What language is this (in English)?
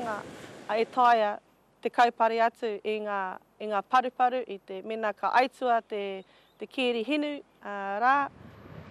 Māori